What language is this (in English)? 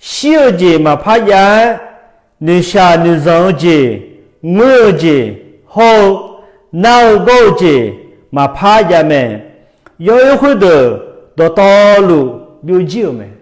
Akha